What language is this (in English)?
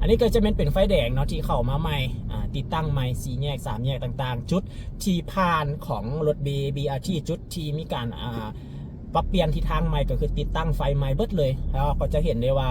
Lao